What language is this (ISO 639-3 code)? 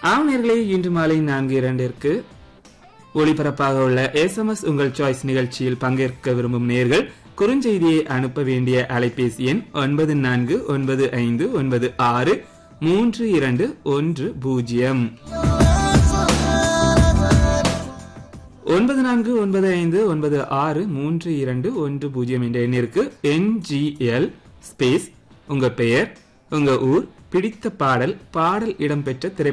tam